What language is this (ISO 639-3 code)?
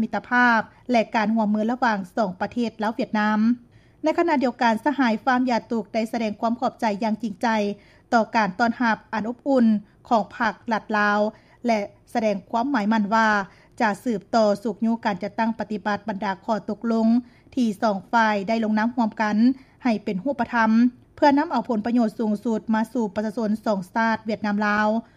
lao